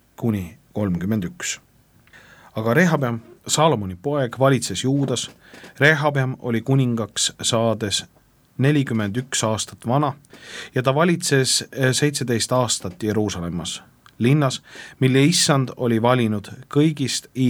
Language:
Estonian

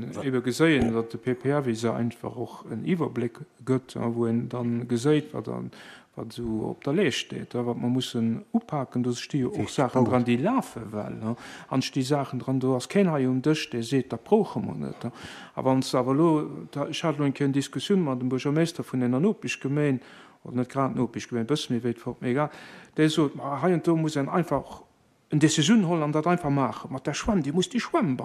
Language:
Luxembourgish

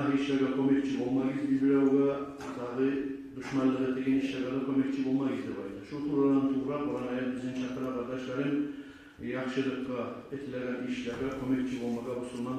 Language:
Kumyk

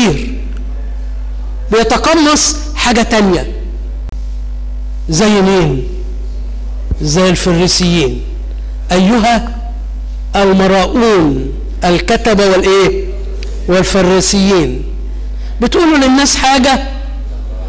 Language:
Egyptian Arabic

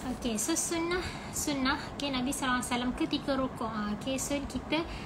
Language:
Malay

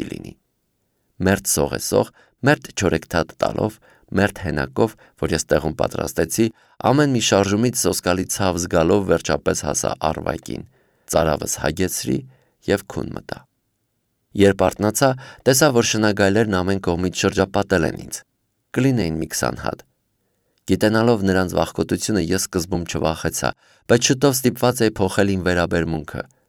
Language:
Armenian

